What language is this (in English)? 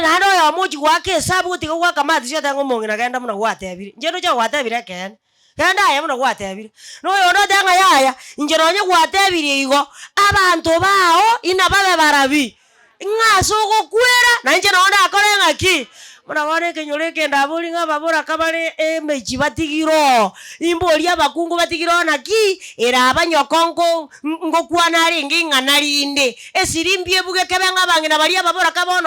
Gusii